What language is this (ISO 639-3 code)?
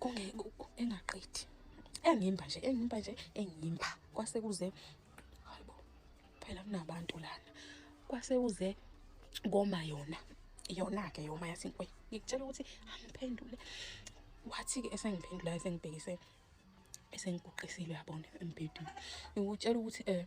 zul